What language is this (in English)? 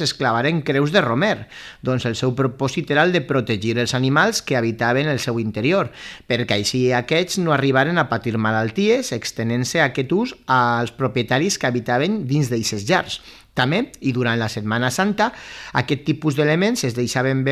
Catalan